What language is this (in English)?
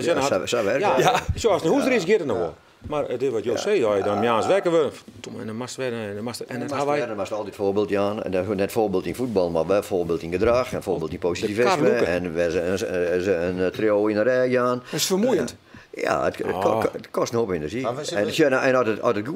Western Frisian